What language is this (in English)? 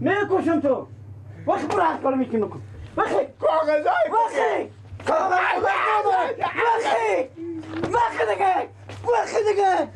Persian